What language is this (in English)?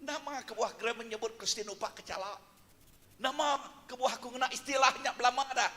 Iban